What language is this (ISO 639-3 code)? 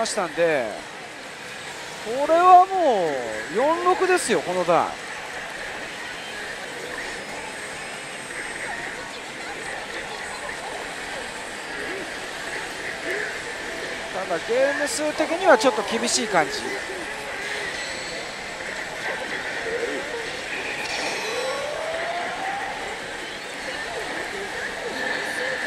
jpn